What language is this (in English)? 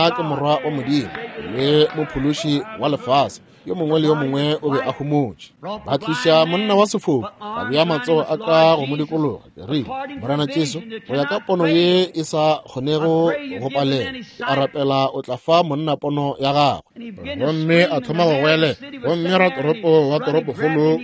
Northern Sotho